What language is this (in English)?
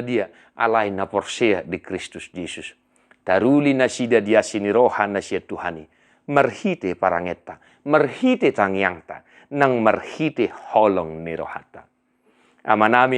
Batak Toba